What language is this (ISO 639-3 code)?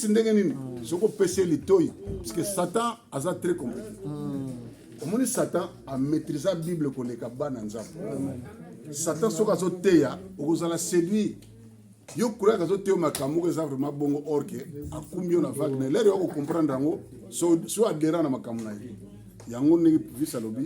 lin